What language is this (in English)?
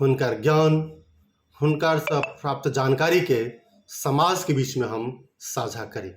Maithili